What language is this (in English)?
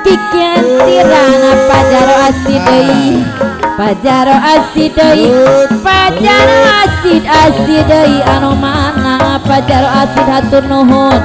Sundanese